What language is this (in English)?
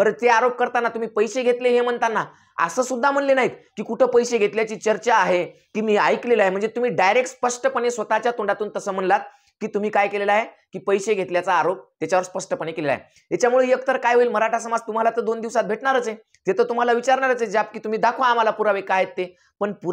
Marathi